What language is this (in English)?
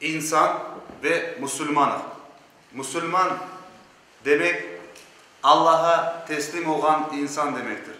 Crimean Tatar